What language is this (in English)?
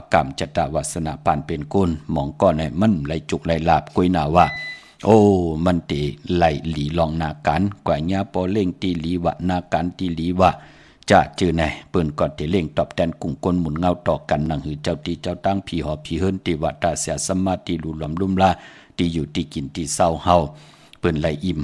Shan